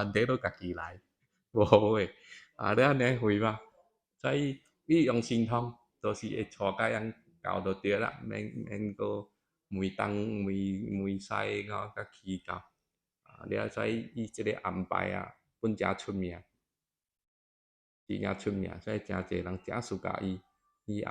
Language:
Min Nan Chinese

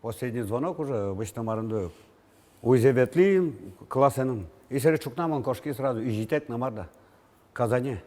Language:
Udmurt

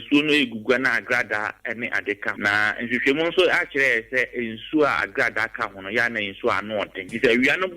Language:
Akan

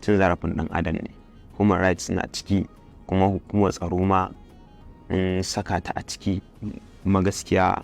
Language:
Hausa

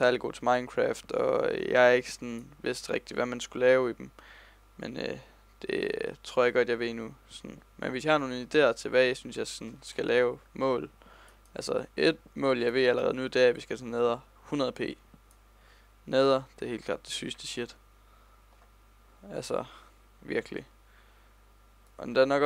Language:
Danish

